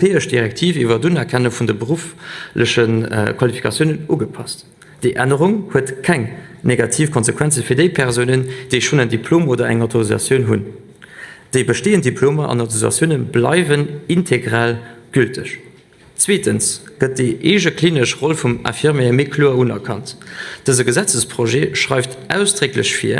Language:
Luxembourgish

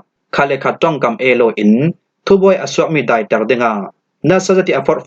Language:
Falam Chin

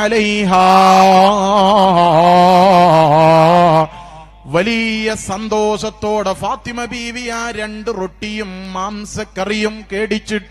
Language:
Malayalam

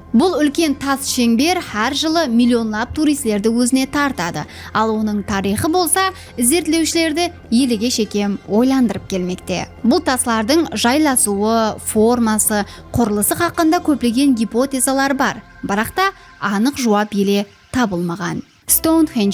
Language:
Kara-Kalpak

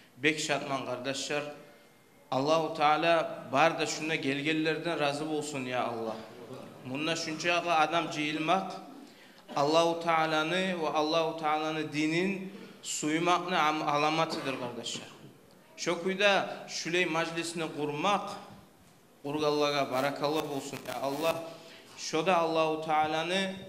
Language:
Kumyk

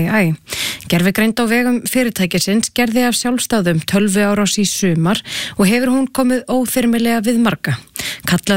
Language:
Icelandic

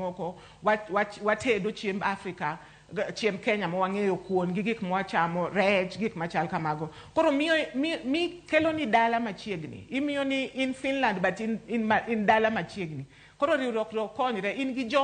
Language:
Luo (Kenya and Tanzania)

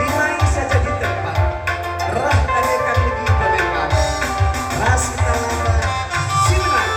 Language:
Batak Karo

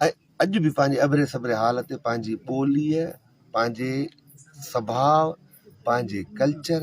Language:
Sindhi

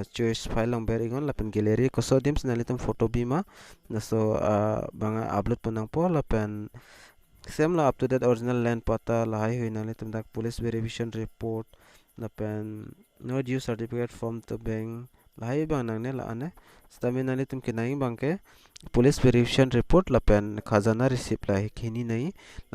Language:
Karbi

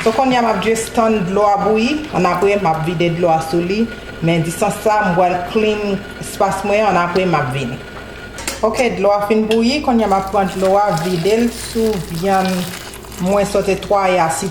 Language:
Haitian Creole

